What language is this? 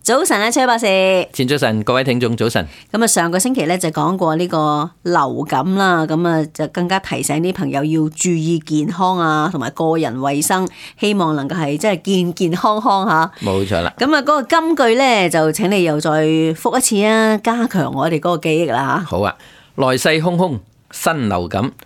Cantonese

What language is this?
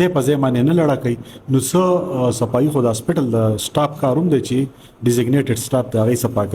Pashto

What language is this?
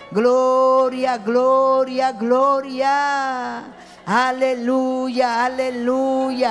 Ayacucho Quechua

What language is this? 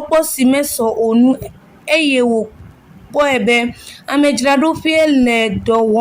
Ewe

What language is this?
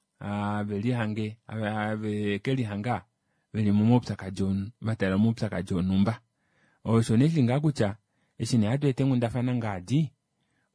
Kuanyama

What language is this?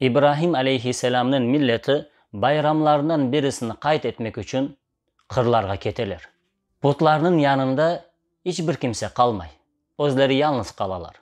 Crimean Tatar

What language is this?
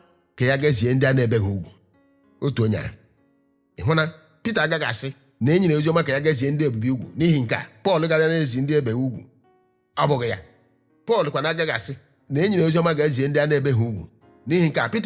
Igbo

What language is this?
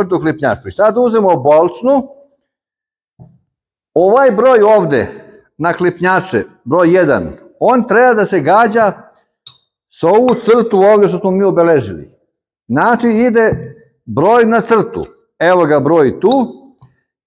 Serbian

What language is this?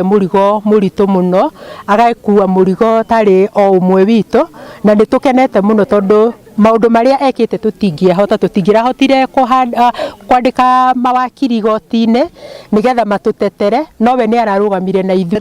Kikuyu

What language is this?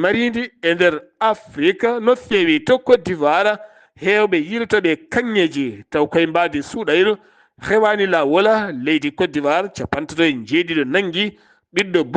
Fula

